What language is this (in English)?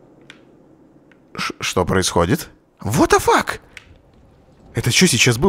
Russian